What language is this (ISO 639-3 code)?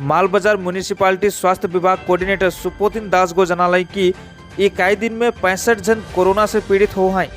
sck